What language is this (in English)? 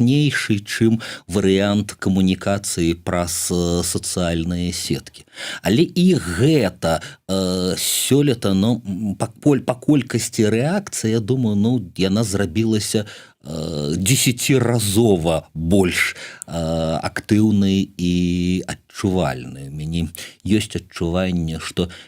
Belarusian